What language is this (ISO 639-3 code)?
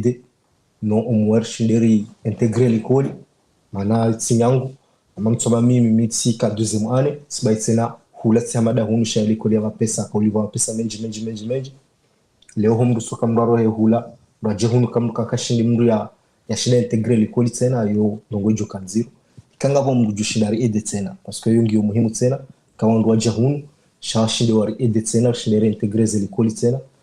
zdj